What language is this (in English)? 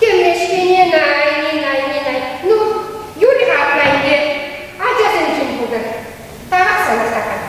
Chuvash